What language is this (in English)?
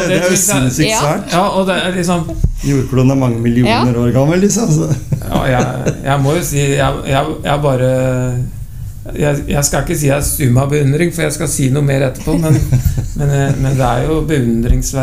Norwegian